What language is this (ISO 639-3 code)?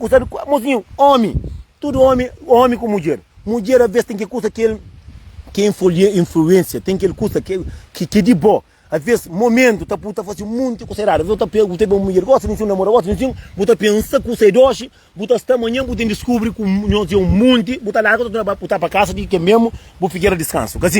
kea